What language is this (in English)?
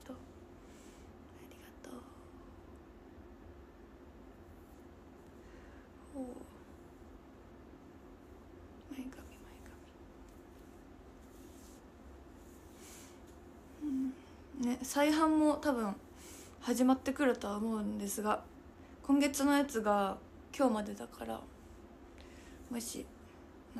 Japanese